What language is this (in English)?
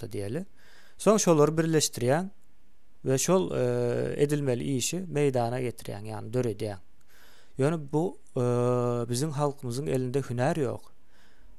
Turkmen